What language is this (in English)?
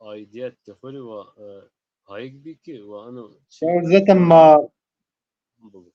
Zaza